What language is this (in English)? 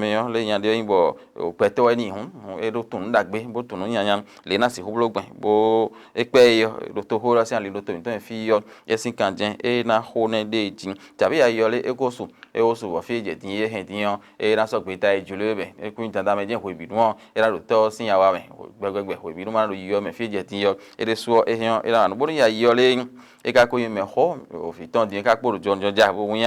Fon